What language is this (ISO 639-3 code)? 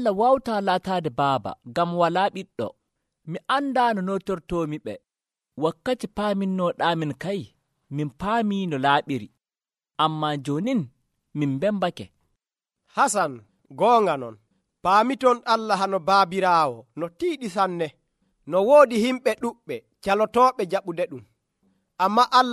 fuv